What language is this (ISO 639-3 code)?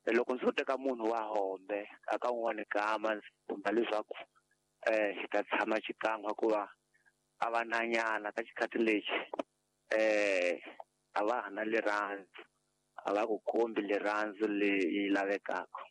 tso